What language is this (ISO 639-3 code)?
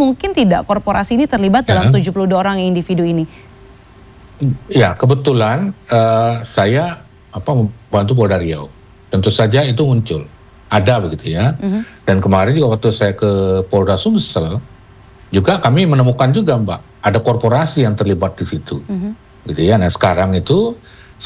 ind